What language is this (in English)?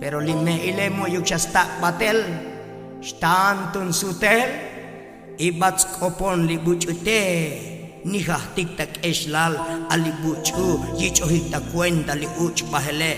Tzotzil